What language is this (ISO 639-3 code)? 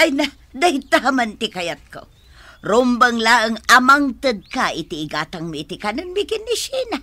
ilo